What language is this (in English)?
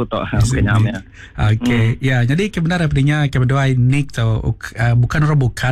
Malay